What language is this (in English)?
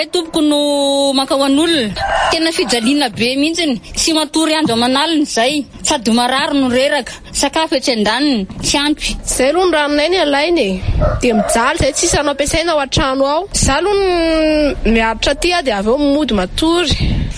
Malagasy